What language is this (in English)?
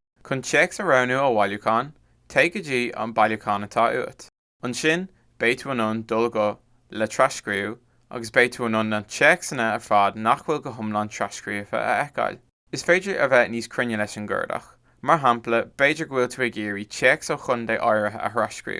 Irish